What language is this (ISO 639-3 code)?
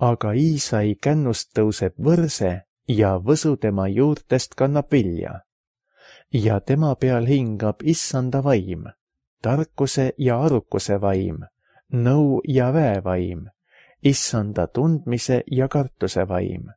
est